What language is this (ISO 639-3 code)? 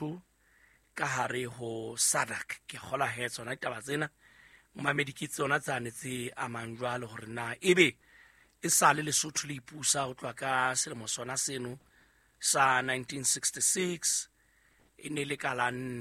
sot